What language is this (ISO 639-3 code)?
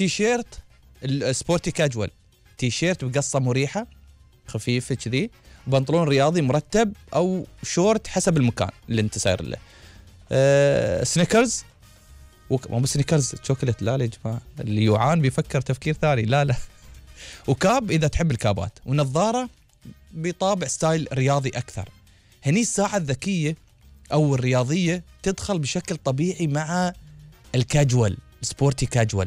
afb